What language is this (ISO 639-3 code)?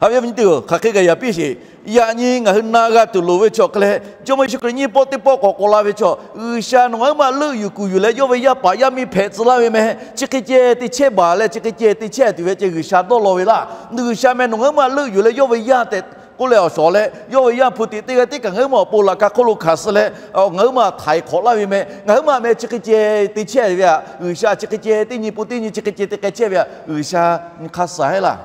lhu